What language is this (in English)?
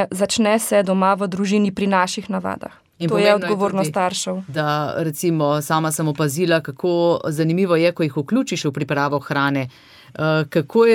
Slovenian